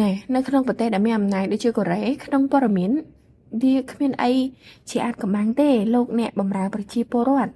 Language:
Khmer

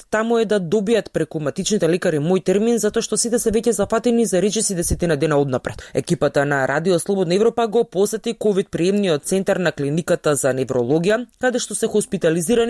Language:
Macedonian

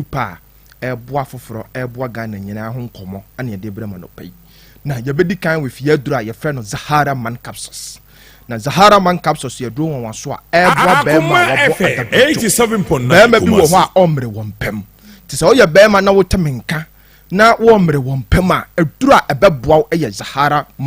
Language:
Akan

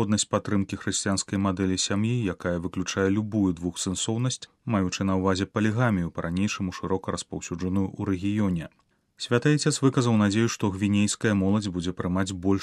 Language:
Belarusian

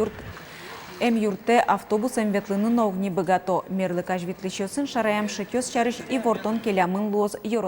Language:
Udmurt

